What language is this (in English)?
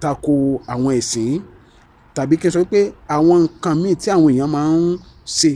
Yoruba